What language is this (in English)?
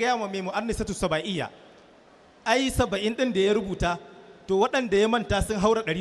Hausa